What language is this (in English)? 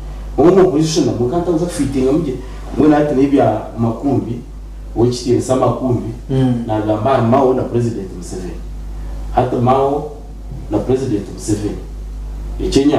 Nyankole